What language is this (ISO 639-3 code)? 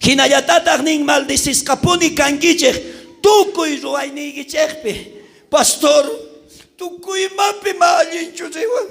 quh